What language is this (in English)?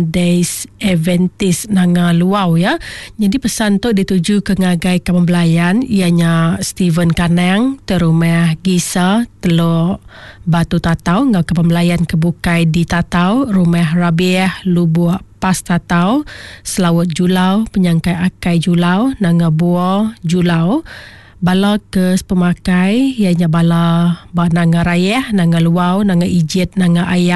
Iban